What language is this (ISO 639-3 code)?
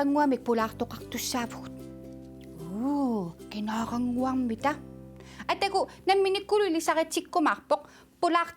kal